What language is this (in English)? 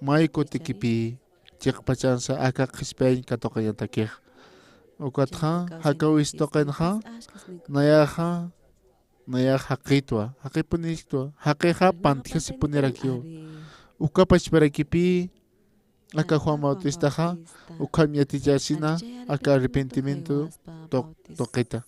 Aymara